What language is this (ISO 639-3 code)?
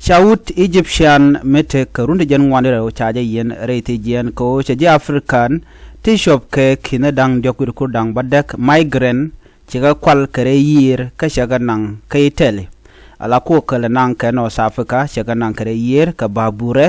nus